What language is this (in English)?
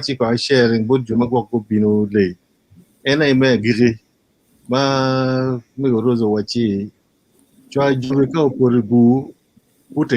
Acoli